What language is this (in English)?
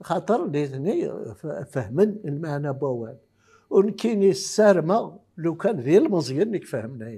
Kabyle